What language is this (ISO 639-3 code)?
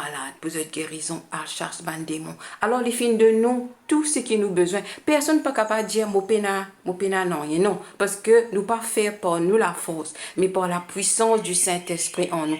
mfe